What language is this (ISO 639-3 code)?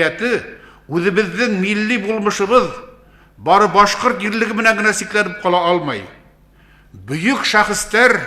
bak